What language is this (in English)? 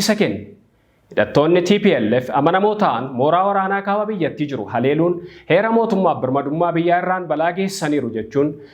Oromo